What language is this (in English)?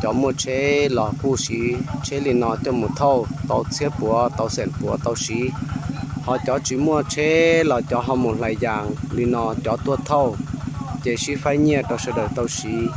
Hmong